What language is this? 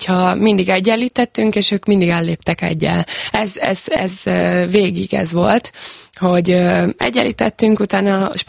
Hungarian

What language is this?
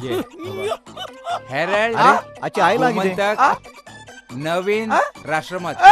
Konkani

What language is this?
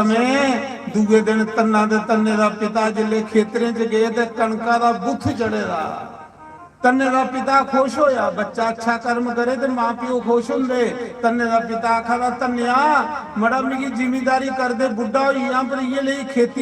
Dogri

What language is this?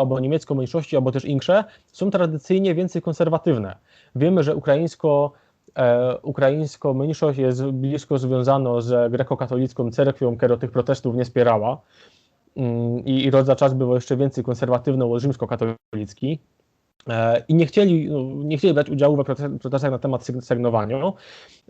Silesian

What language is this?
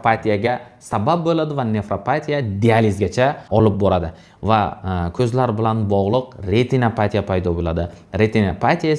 Uzbek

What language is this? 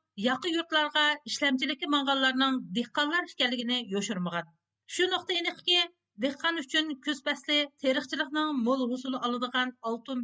Uyghur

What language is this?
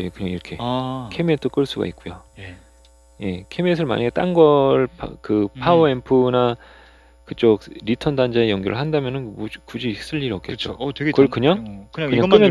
Korean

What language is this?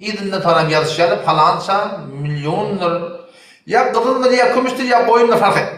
Turkmen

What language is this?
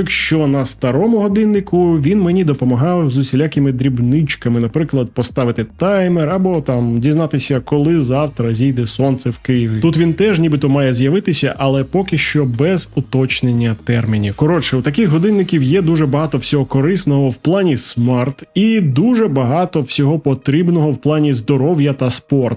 Ukrainian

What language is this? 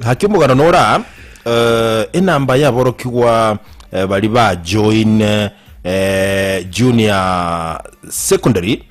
Gusii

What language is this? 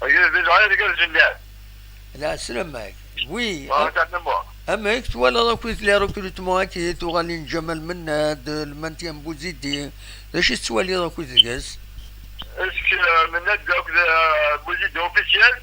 Kabyle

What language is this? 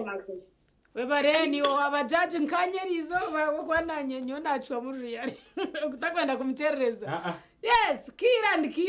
Nyankole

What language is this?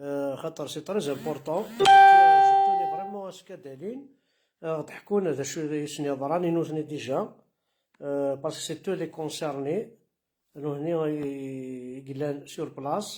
Kabyle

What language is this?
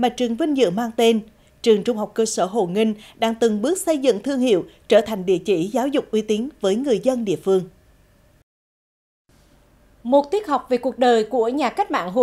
Vietnamese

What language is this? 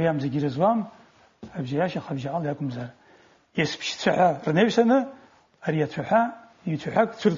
Abkhazian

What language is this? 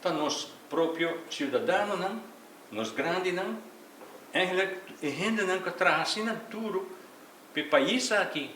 Papiamento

